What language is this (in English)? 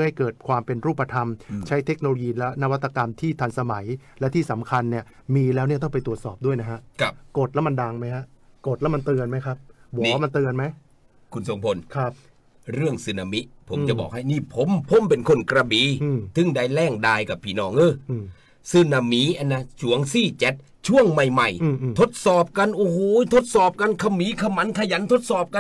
Thai